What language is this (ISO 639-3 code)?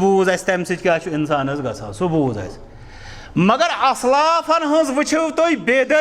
kas